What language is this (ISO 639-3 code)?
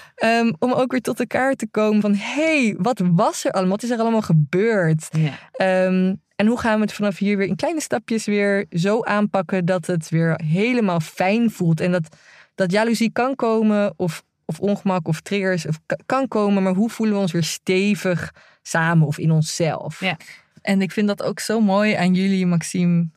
nld